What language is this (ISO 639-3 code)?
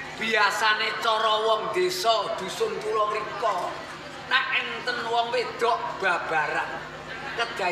jav